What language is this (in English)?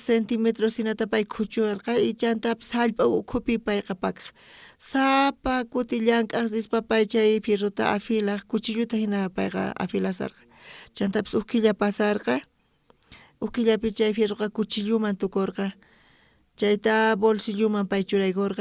South Bolivian Quechua